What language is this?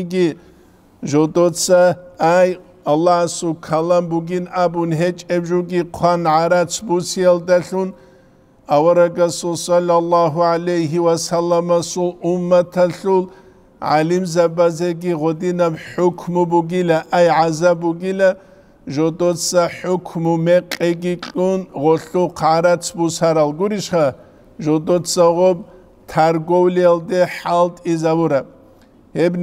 Avaric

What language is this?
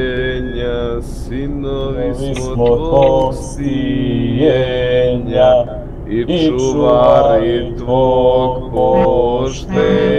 Croatian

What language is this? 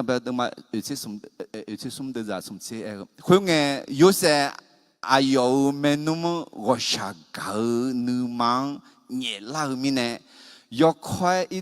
Akha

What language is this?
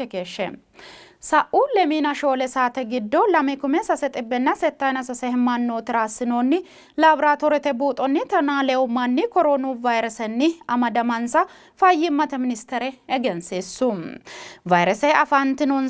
Sidamo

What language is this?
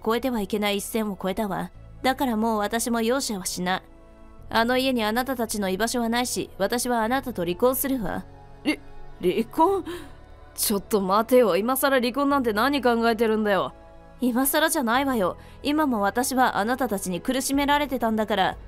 Japanese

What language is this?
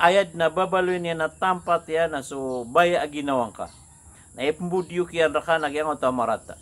Maranao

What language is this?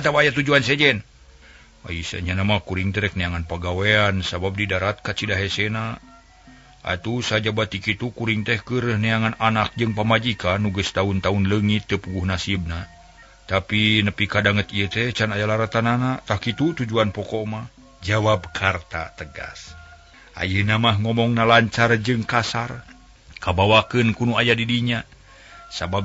Sundanese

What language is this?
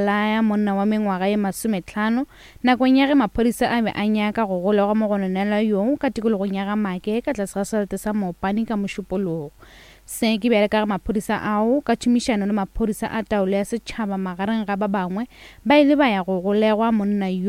Northern Sotho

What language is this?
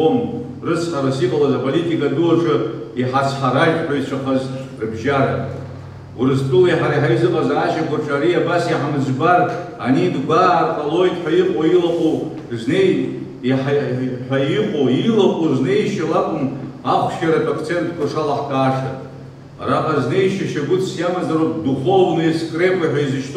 Abkhazian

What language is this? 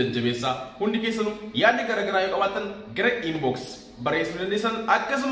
Oromo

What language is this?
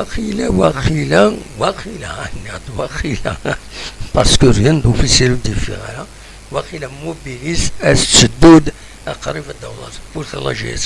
Kabyle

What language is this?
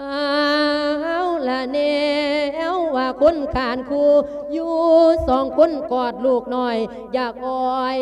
Lao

